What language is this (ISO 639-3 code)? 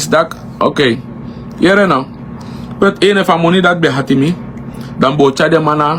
srn